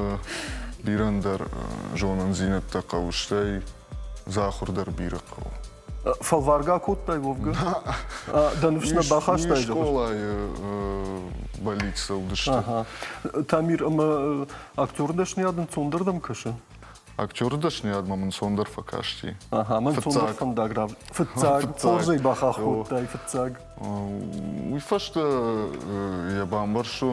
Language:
Ossetic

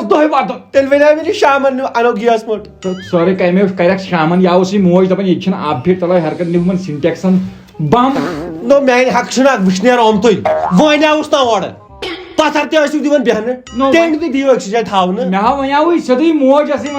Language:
Kashmiri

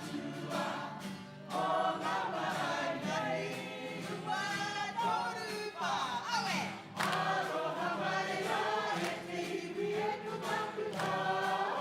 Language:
Māori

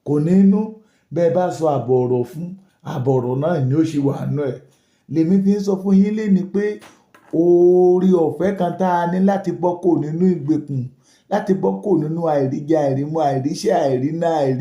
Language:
Yoruba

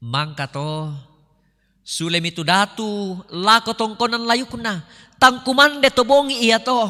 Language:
Toraja-Sa'dan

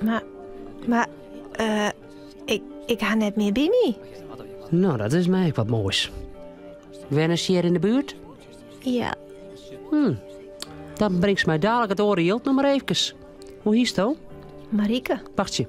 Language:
Western Frisian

